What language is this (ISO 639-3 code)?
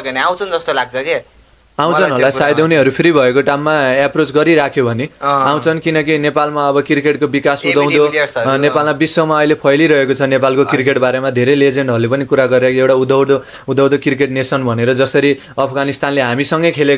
nep